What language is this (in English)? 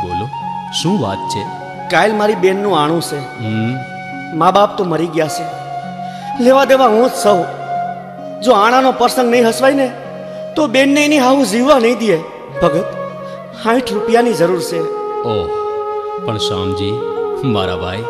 Gujarati